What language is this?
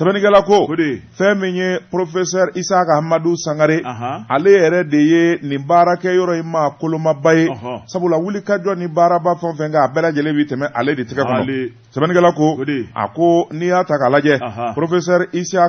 Bambara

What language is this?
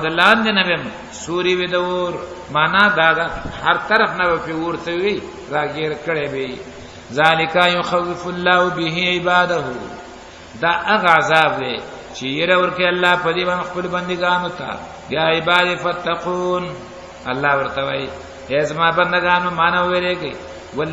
Pashto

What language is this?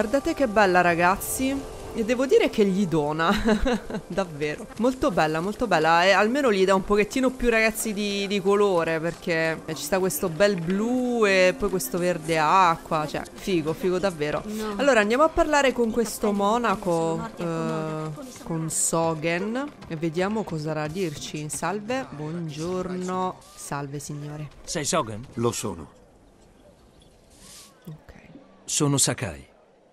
Italian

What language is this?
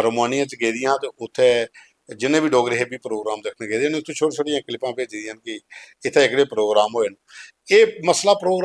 Dogri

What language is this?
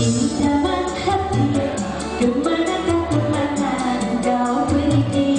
Banjar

